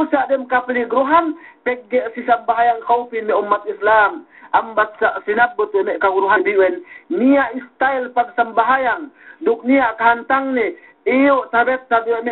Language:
Yakan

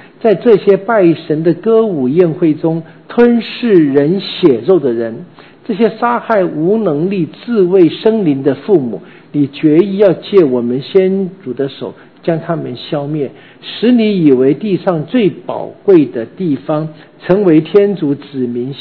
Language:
Chinese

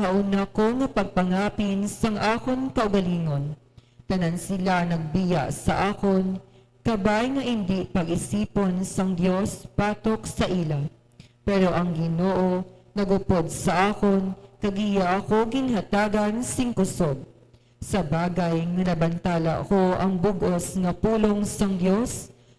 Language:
Hiligaynon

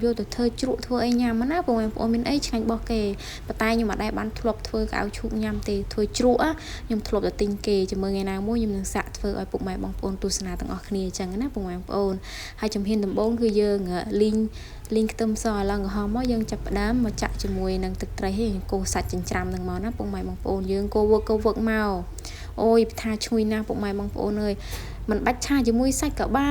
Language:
Khmer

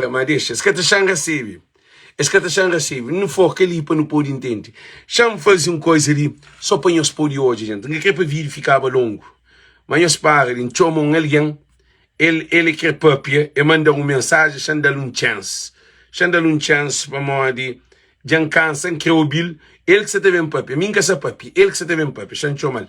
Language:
Kabuverdianu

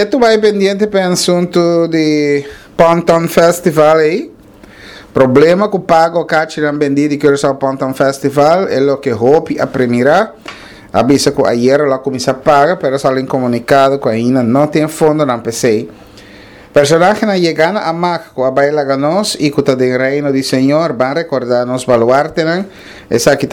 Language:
Papiamento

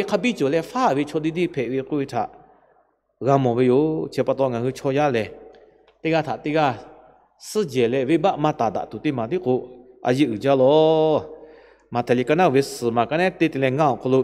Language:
Lahu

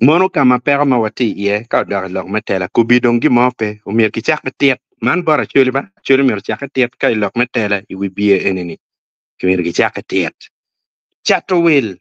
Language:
Acoli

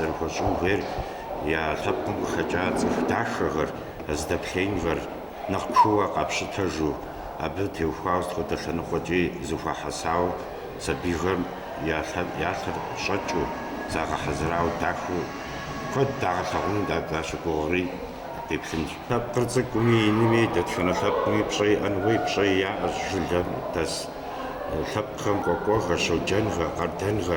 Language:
Kabardian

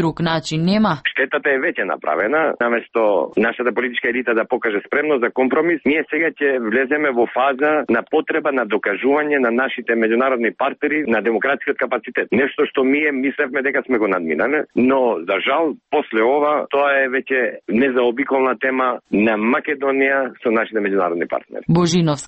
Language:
Macedonian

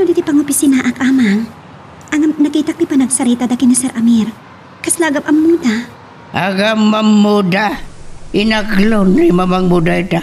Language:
Iloko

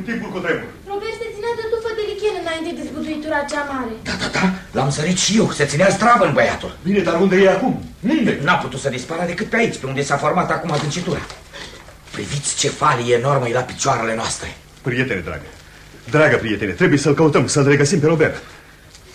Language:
Romanian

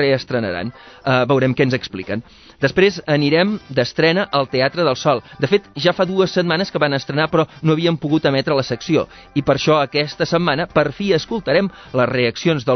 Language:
Catalan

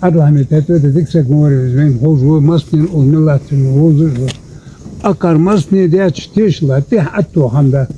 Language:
Ingush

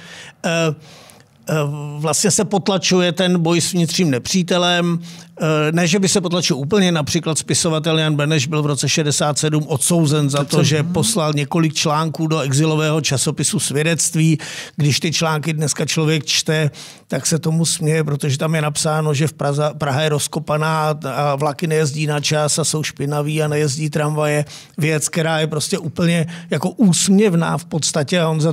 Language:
Czech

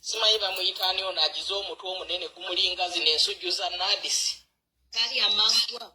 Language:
Ganda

